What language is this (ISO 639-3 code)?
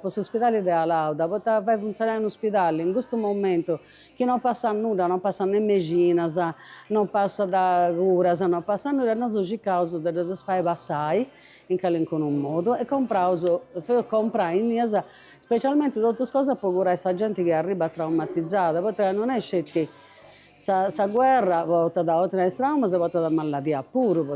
srd